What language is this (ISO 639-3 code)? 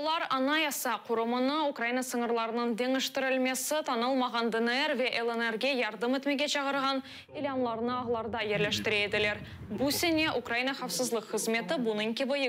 crh